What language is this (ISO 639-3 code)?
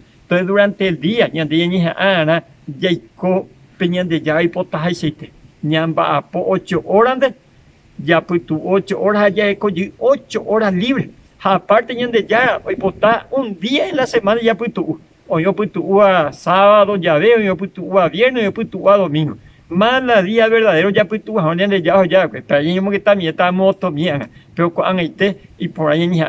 grn